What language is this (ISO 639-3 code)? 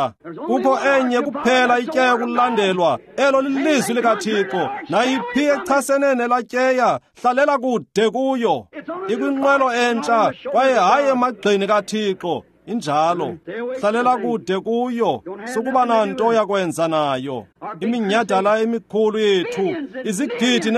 xho